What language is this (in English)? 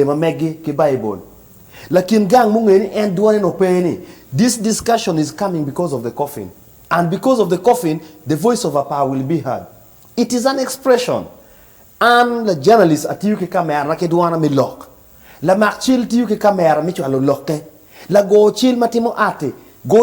Acoli